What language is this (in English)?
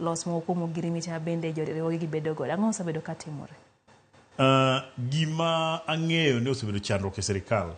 Luo (Kenya and Tanzania)